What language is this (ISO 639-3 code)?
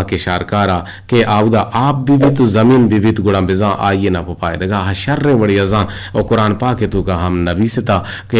bgp